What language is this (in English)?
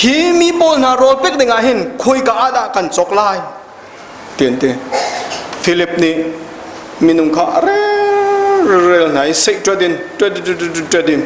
Hakha Chin